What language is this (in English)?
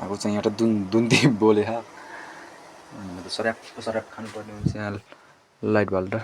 Nepali